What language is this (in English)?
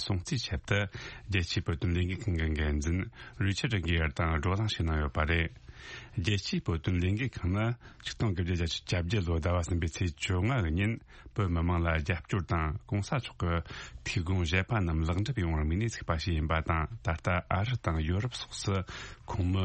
Tibetan